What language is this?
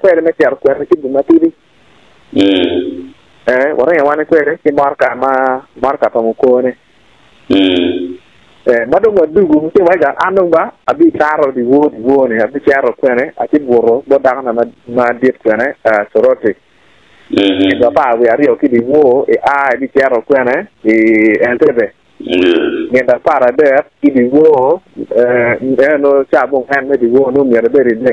Acoli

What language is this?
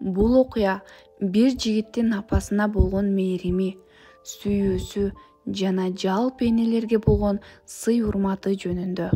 Kyrgyz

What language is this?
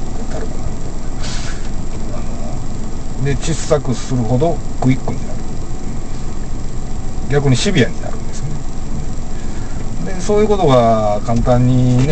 Japanese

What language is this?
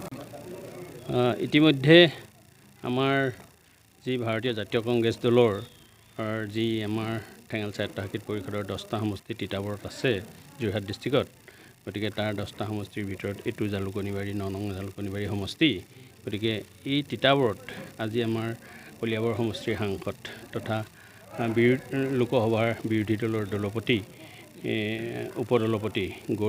Assamese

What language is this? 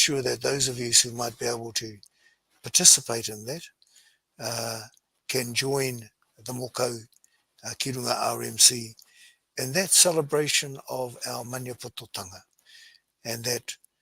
Māori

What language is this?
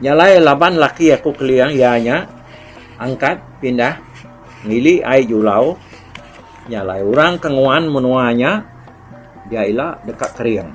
Iban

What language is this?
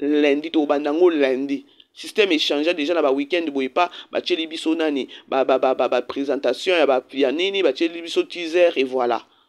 Lingala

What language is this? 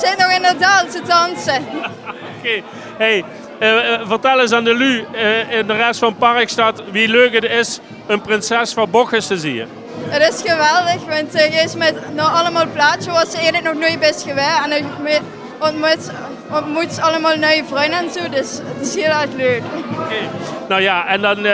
Limburgish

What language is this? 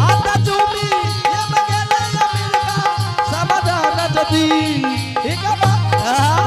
Angika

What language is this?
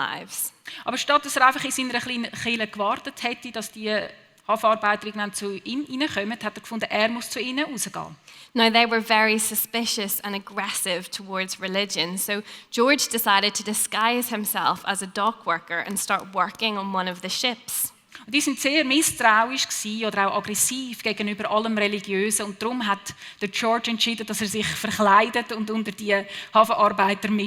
Swiss German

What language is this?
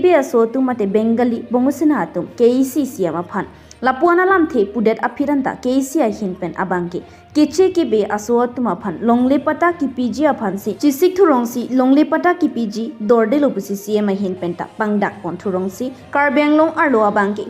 Karbi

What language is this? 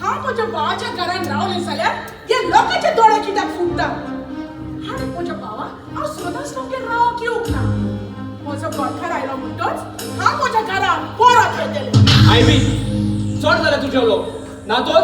Konkani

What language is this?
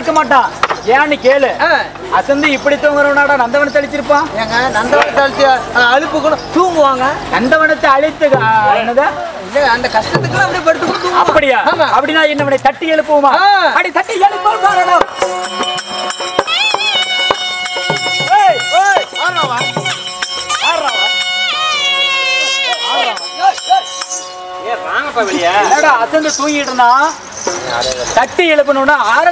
Tamil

